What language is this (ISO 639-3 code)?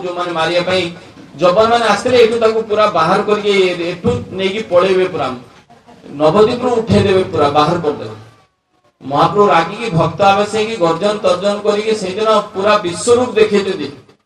ori